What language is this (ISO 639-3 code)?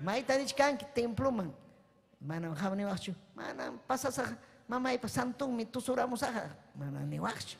quy